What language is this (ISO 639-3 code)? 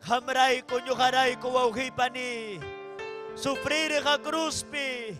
quy